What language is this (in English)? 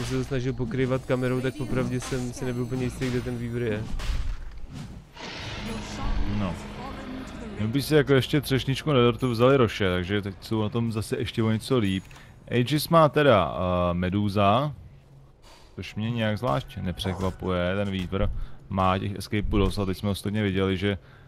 Czech